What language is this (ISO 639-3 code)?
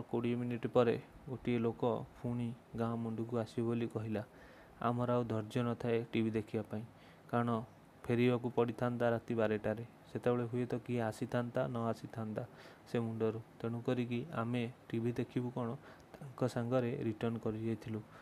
ori